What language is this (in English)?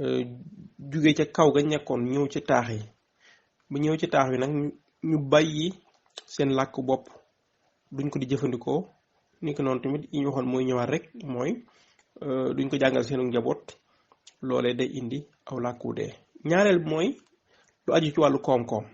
Wolof